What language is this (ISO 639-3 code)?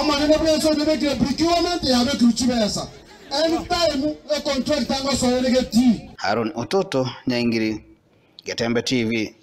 guz